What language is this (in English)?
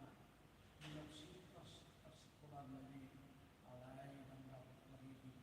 Batak Toba